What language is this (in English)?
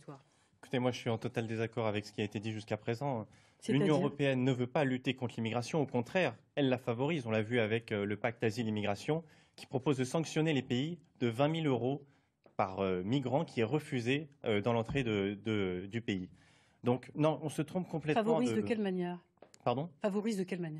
French